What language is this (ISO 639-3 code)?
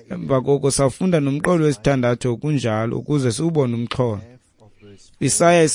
xho